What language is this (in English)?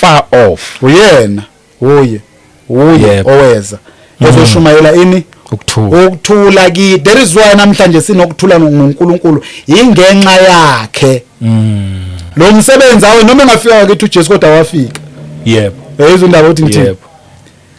Zulu